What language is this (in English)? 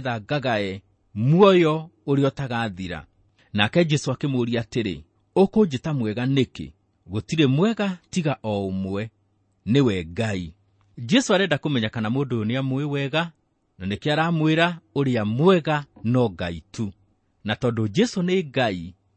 Kikuyu